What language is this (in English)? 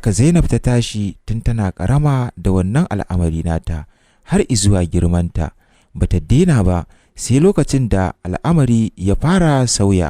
Hausa